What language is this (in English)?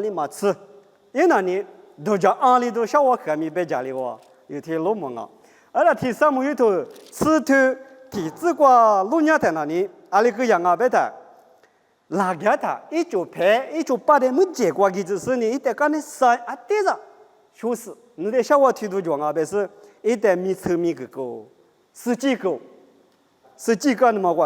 Lisu